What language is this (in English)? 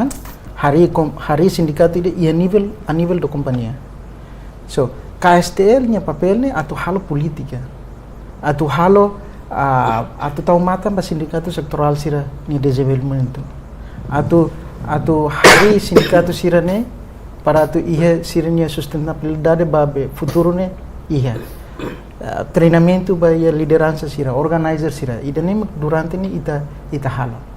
Tetum